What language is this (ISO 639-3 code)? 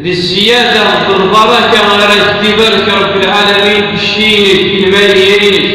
kab